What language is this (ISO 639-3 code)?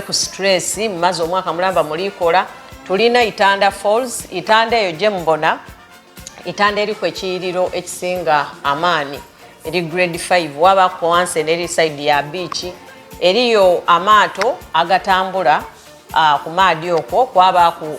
xog